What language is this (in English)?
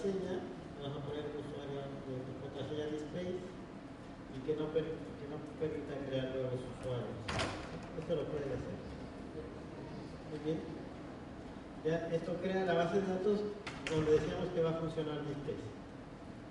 Spanish